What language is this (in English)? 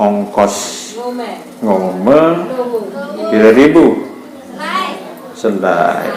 Sasak